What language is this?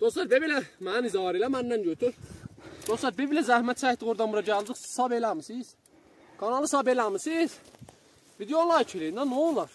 South Azerbaijani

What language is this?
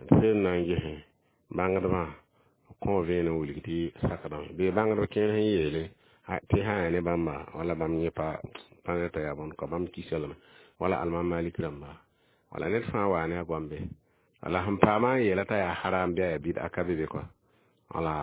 Mossi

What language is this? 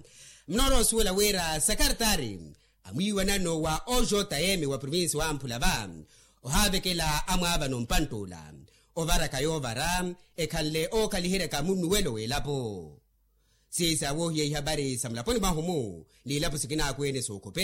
Makhuwa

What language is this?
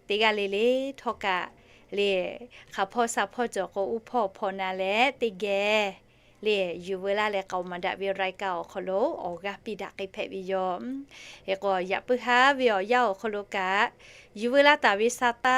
Lahu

